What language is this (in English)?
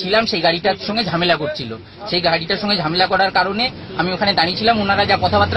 Bangla